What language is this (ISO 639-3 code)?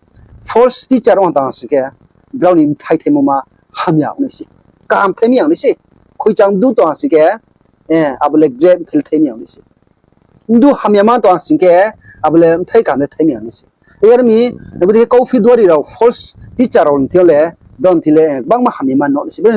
ria